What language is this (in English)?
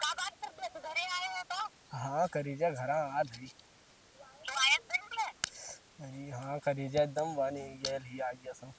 Awadhi